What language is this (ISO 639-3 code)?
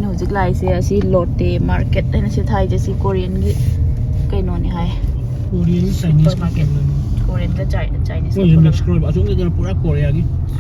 mni